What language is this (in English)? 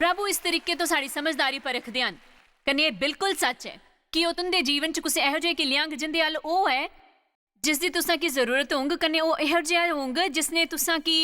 Dogri